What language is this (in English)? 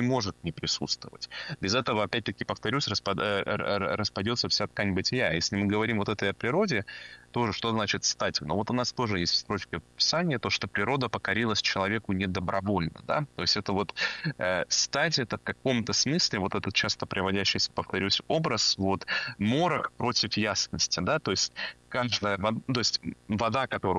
Russian